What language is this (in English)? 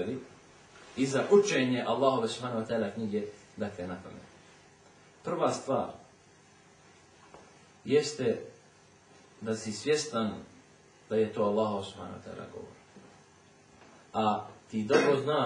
Bosnian